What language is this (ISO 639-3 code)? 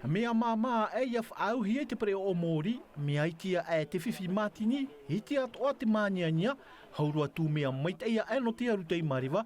tah